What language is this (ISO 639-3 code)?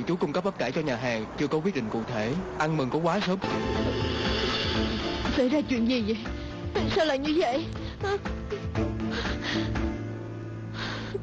vie